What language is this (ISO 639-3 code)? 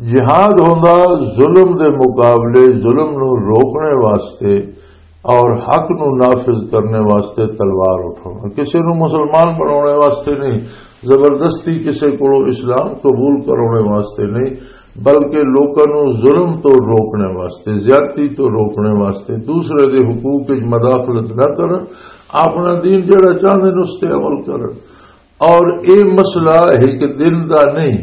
lah